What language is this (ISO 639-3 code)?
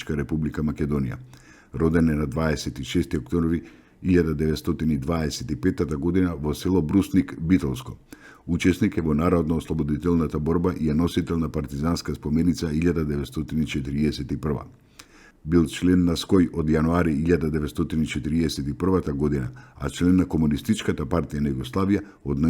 mkd